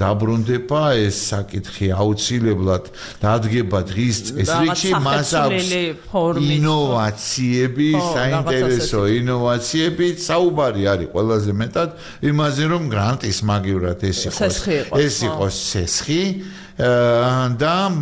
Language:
Georgian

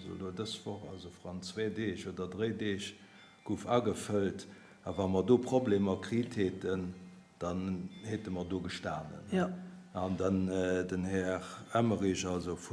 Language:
Luxembourgish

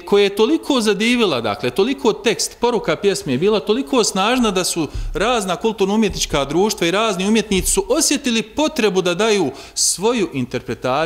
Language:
Bosnian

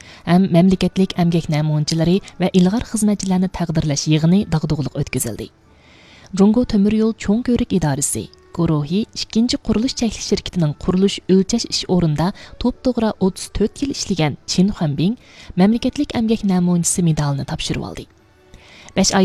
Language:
Uyghur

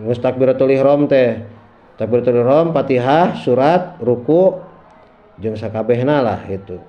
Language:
Sundanese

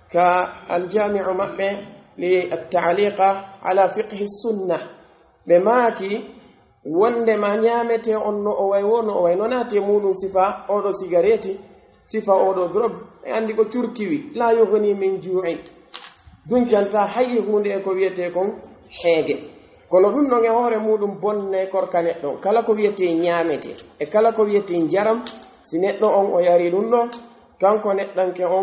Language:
Pular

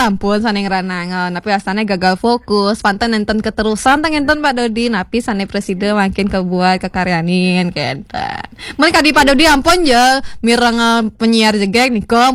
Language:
Balinese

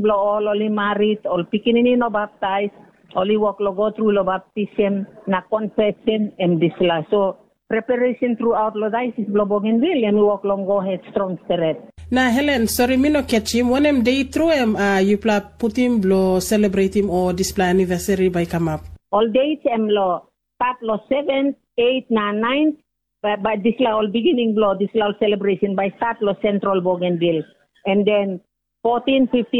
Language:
Tok Pisin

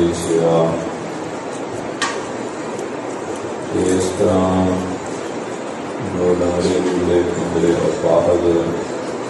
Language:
Punjabi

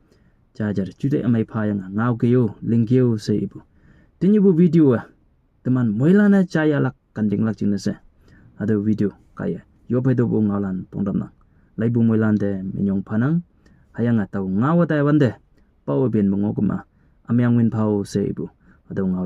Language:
Konyak Naga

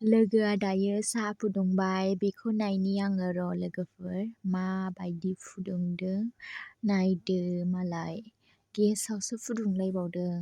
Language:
Bodo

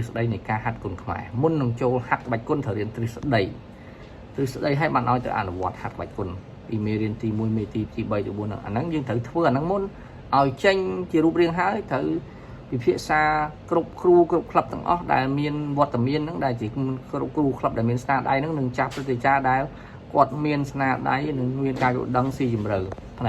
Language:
Khmer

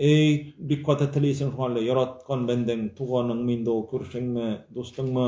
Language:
Tatar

